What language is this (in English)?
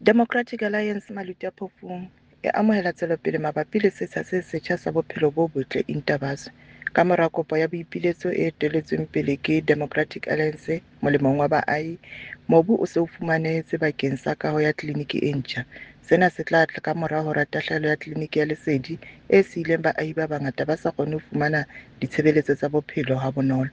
Southern Sotho